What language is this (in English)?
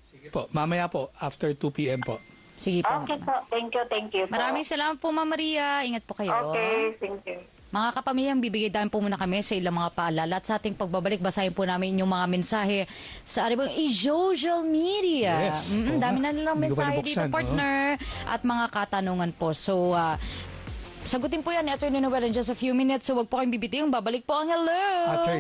Filipino